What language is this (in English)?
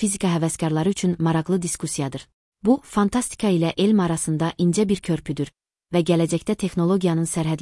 Azerbaijani